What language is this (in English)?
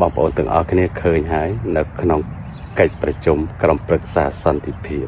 Khmer